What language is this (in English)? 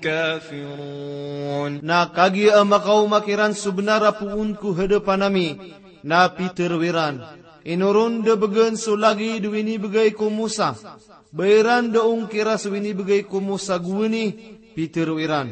Maranao